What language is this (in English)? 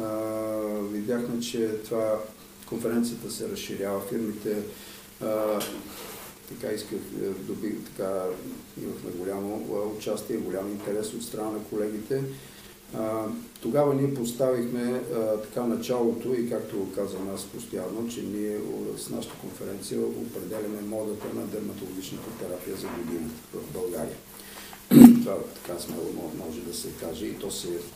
Bulgarian